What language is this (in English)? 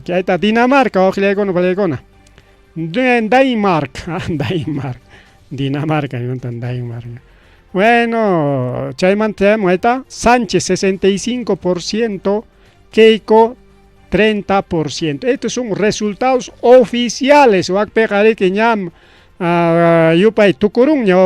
Ayacucho Quechua